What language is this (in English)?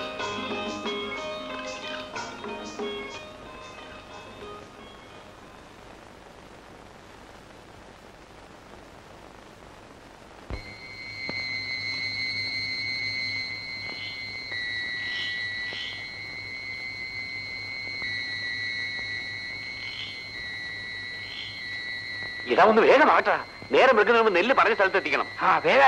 Malayalam